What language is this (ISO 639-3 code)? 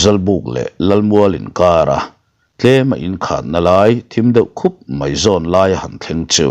lus